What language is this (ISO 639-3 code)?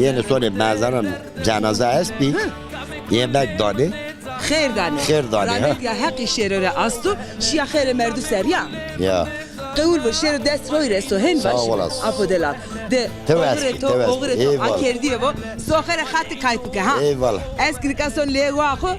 zza